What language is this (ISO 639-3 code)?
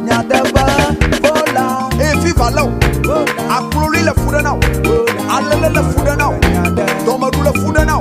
ewe